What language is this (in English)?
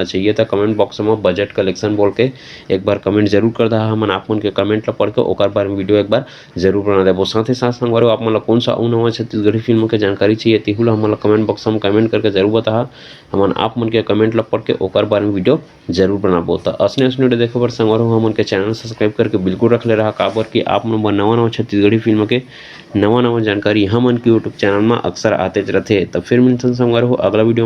Chhattisgarhi